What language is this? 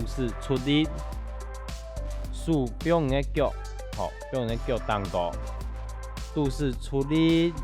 Hakka Chinese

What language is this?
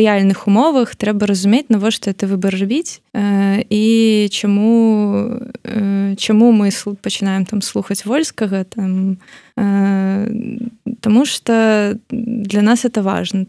Belarusian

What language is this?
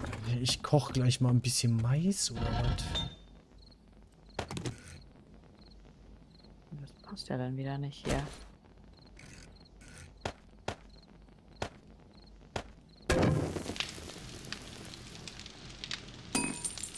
German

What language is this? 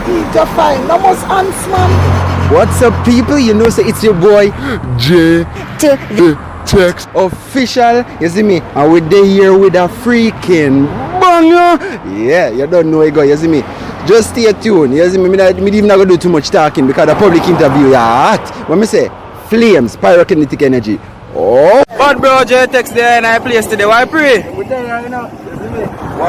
Jamaican Creole English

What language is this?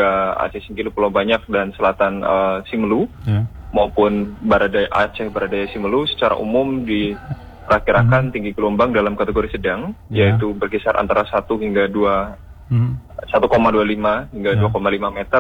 Indonesian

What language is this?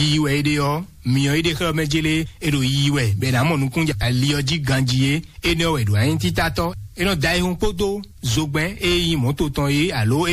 Fon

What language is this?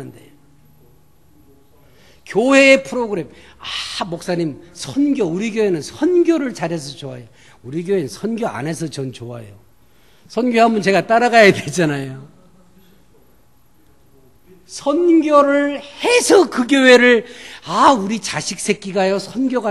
Korean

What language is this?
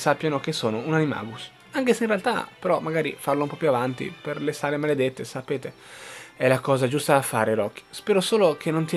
Italian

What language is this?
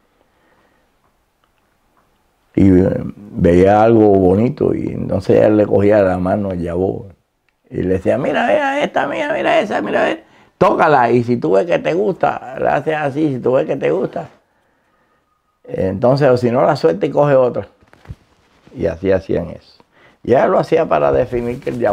Spanish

